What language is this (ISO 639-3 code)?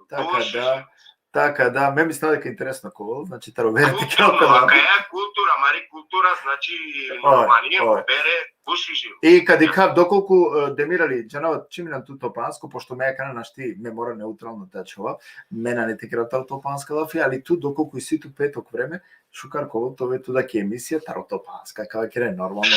rmn